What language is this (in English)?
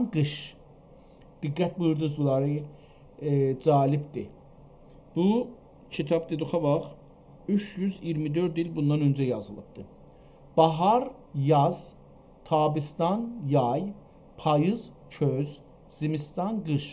South Azerbaijani